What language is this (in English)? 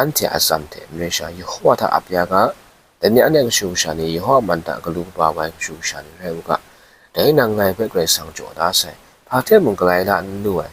Kachin